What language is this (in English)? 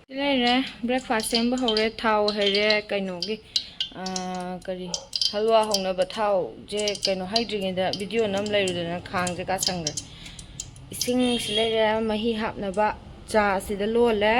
Manipuri